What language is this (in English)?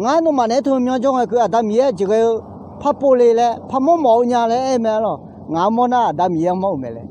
Akha